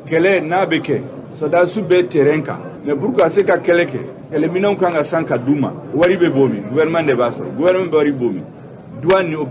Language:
Bambara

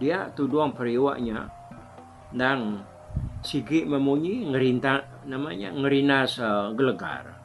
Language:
Iban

